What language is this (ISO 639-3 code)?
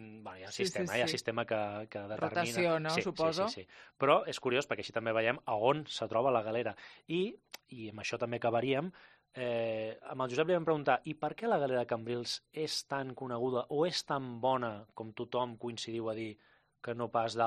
cat